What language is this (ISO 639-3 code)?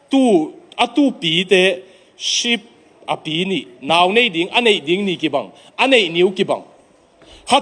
ctd